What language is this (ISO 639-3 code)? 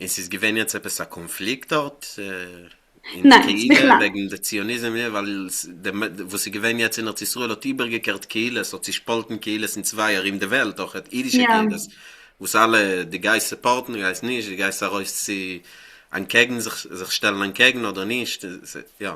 yid